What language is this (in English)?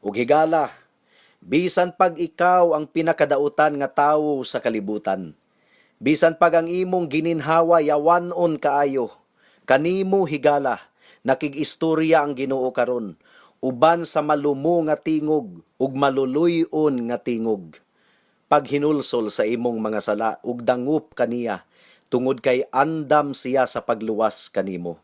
Cebuano